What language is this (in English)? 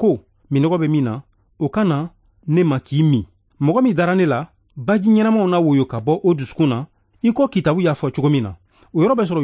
Bambara